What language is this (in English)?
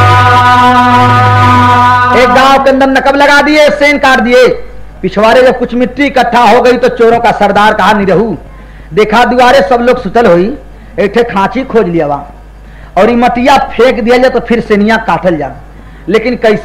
Bhojpuri